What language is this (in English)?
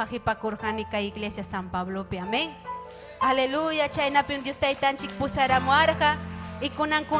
Ayacucho Quechua